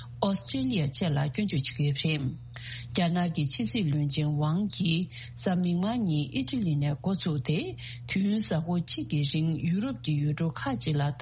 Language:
Tibetan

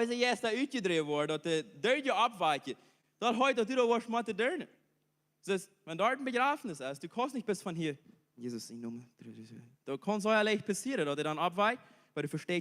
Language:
Plautdietsch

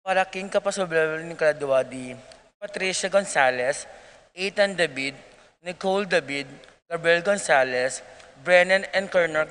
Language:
Pampanga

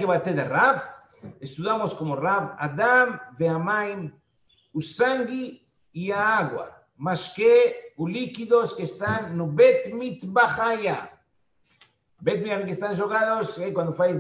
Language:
Portuguese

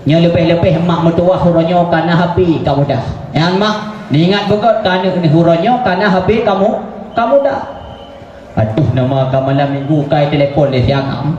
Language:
Achinese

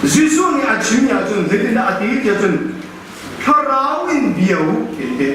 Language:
Hakha Chin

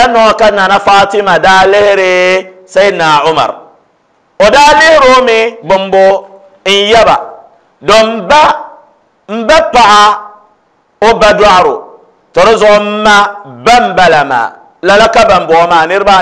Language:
Dagbani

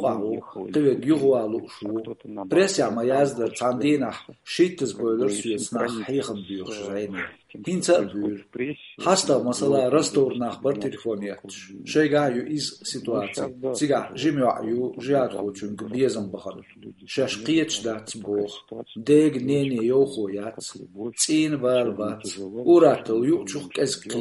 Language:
Chechen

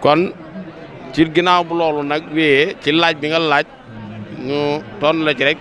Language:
Wolof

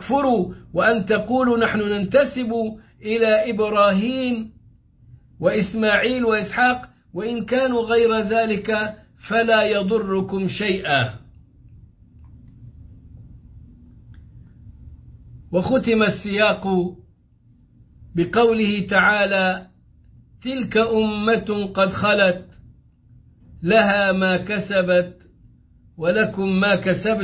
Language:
Arabic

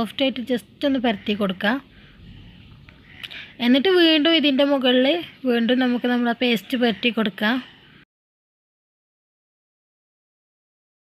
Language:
Malayalam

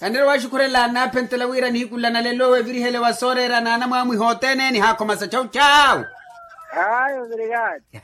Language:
Makhuwa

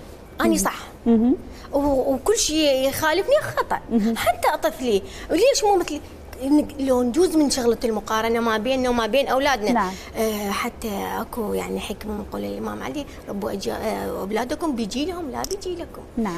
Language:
Mesopotamian Arabic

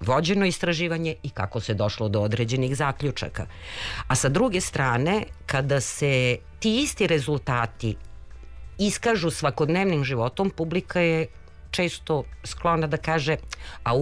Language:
Serbian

